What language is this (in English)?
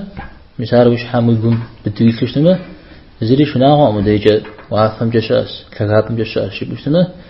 Kabardian